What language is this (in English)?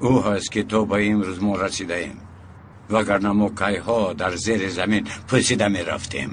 Tajik